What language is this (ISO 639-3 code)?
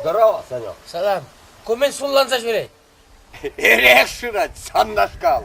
chv